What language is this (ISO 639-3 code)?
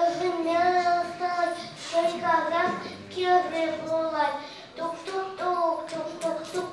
chv